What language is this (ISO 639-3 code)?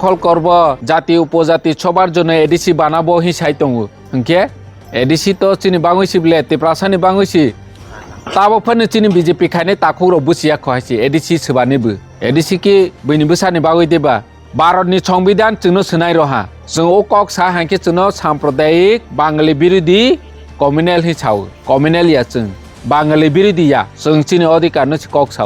trp